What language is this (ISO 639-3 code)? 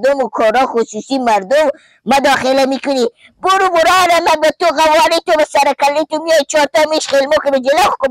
fas